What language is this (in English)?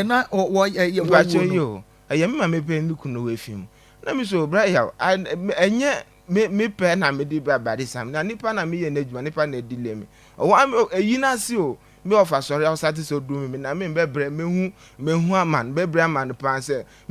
Akan